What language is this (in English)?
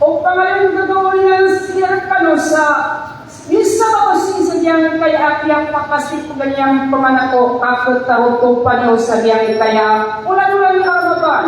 Maranao